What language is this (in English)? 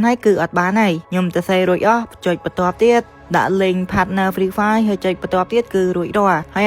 Khmer